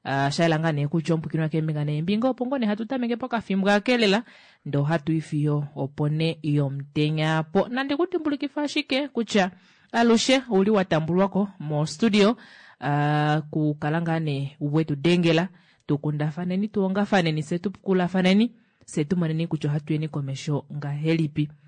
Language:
Kuanyama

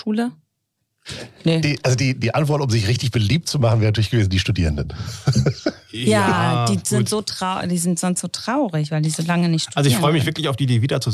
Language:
German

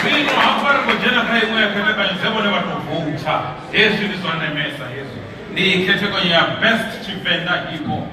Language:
Venda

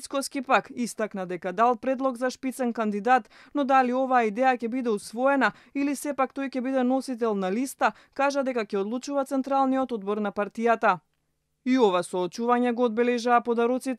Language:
Macedonian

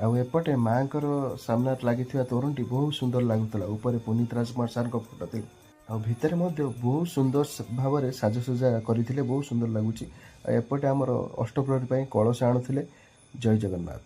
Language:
Odia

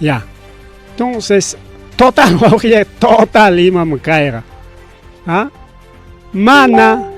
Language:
Ayacucho Quechua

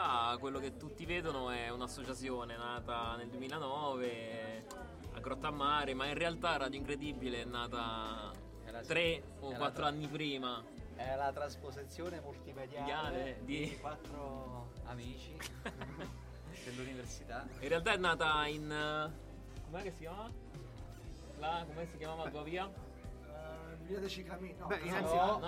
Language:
Italian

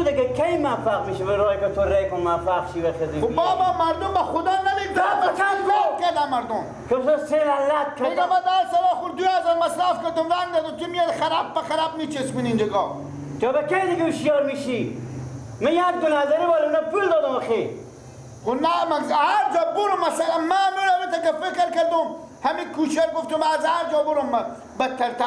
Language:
Persian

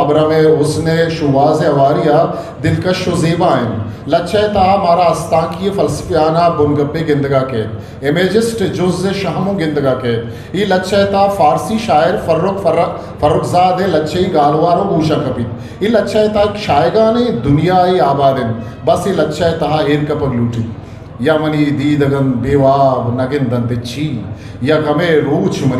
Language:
Eastern Balochi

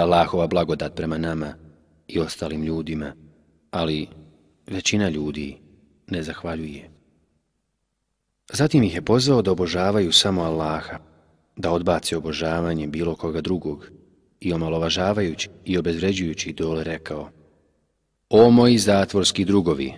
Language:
Bosnian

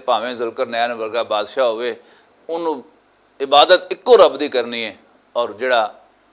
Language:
Western Panjabi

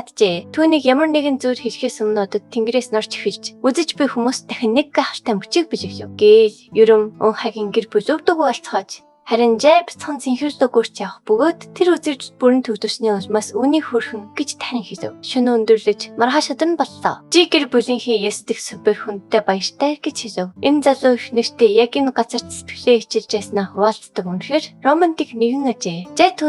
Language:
Mongolian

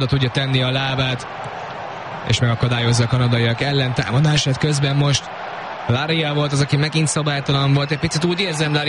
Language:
Hungarian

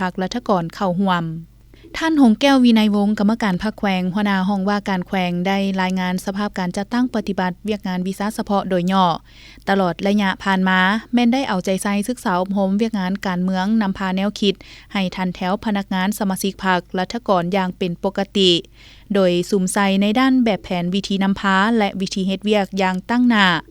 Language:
Lao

